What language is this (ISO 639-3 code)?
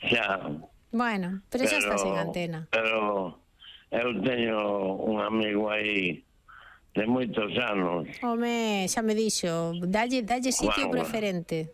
glg